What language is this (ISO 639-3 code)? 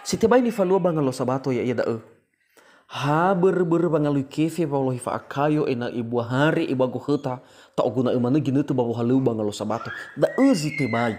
nia